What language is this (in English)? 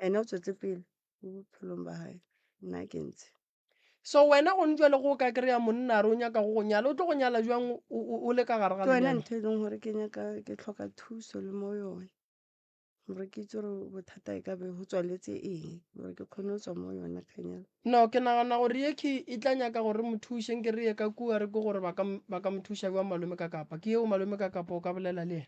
Northern Sotho